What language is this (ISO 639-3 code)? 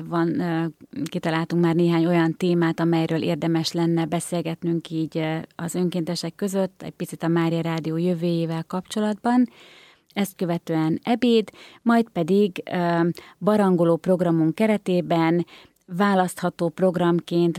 hun